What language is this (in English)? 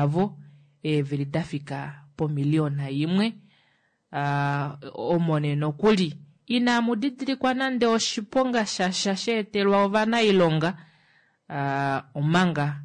Kuanyama